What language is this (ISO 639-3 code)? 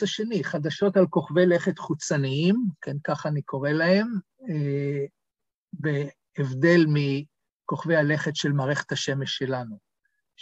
heb